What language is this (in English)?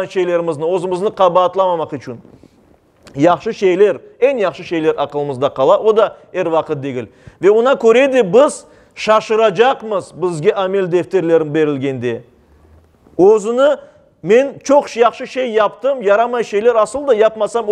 Crimean Tatar